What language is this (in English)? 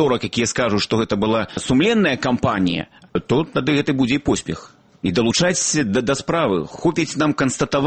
Belarusian